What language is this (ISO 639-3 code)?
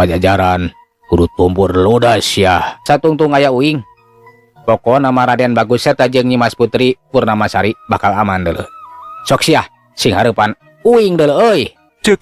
sun